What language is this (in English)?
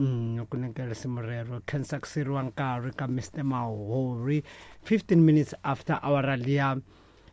Tsonga